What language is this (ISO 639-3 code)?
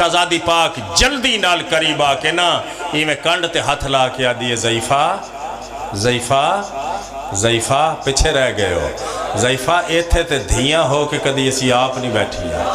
phr